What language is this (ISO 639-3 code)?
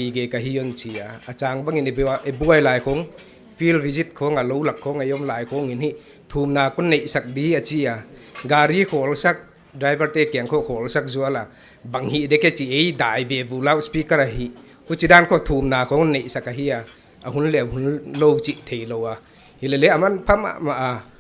pck